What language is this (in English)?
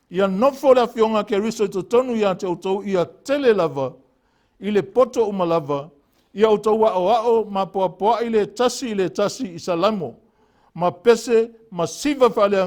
Samoan